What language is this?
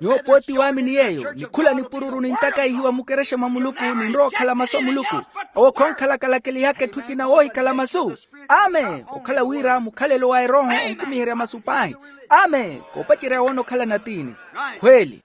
Makhuwa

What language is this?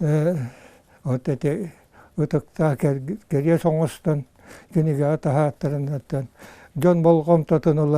Yakut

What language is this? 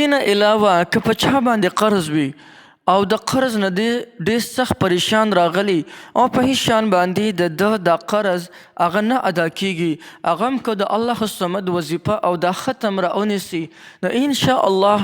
Pashto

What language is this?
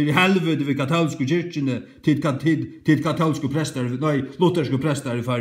Faroese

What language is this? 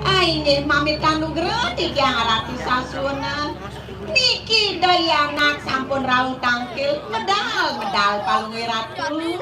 Balinese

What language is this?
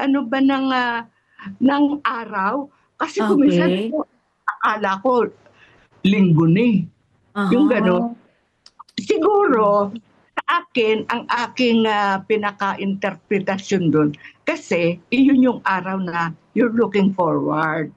Filipino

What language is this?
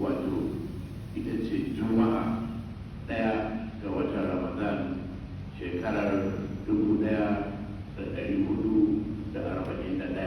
Hausa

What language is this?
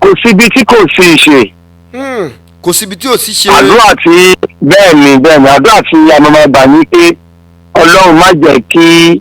Yoruba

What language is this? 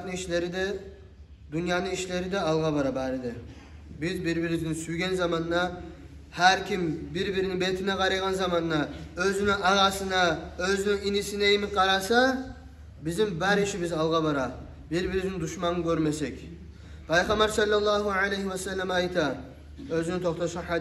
Kumyk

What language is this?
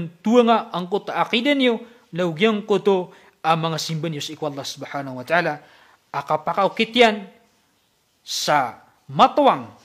Maranao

